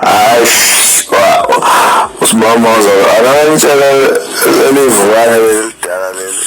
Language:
Zulu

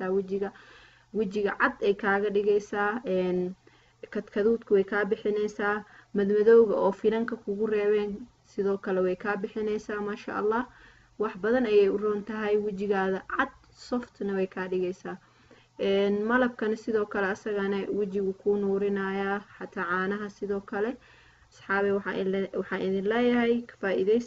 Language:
Somali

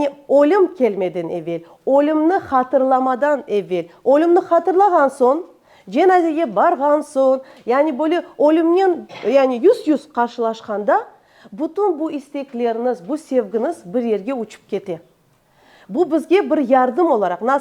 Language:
Crimean Tatar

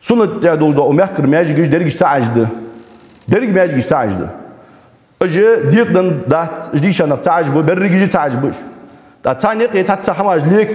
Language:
Ingush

